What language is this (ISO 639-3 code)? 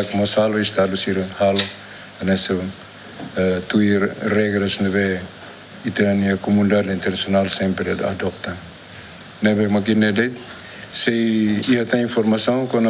tet